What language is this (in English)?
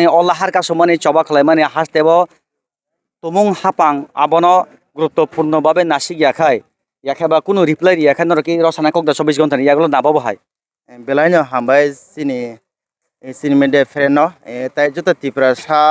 Kok Borok